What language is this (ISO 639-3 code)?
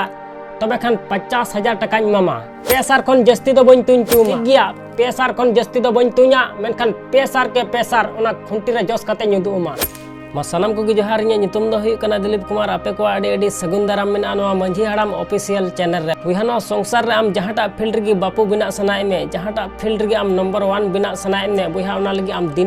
sat